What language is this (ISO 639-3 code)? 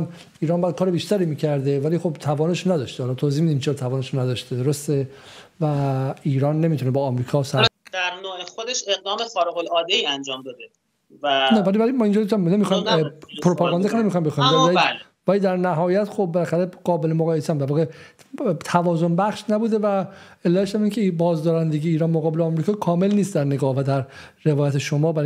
fas